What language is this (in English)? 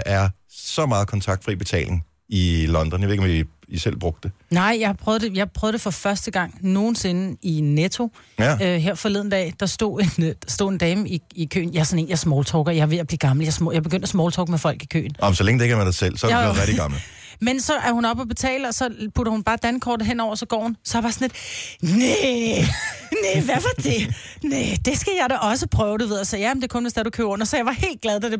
Danish